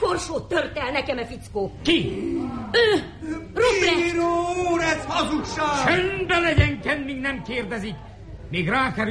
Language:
Hungarian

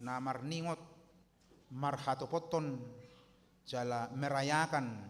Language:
Batak Toba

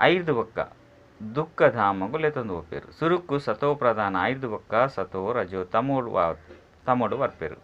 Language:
Tulu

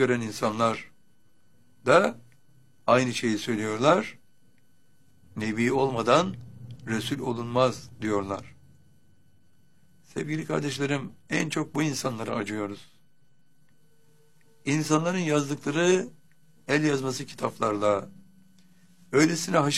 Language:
Turkish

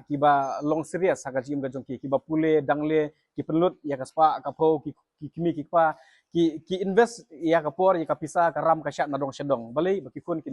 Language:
Khasi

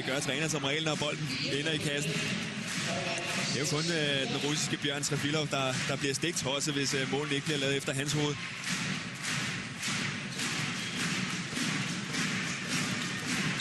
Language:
Danish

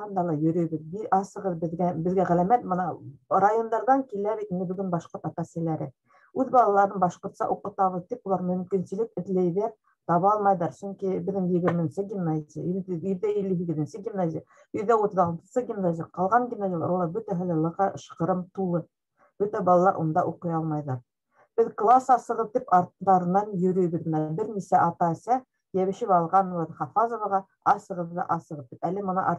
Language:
Bashkir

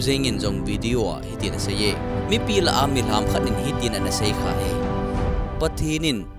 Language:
Thado Chin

